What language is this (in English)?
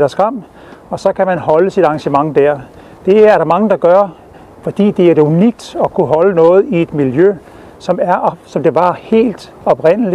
Danish